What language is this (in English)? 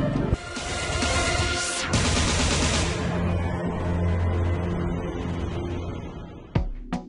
Indonesian